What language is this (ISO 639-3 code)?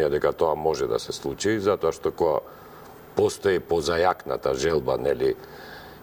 mkd